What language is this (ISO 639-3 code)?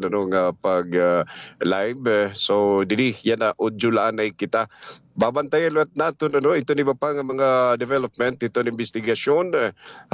war